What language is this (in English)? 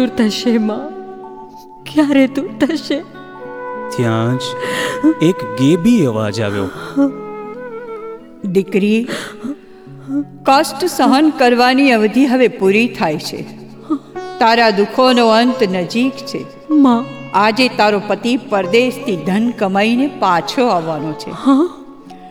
Gujarati